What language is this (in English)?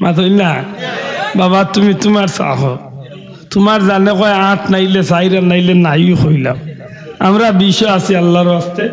Sylheti